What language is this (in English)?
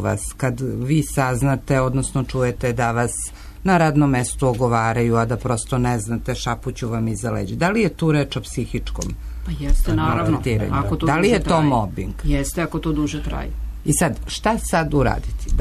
Serbian